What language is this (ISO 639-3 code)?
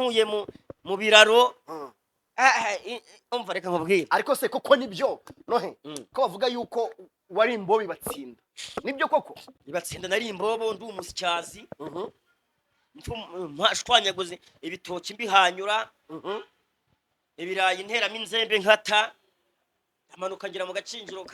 kin